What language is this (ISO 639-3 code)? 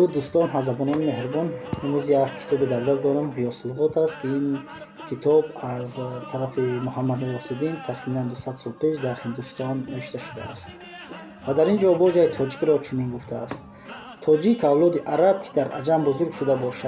tgk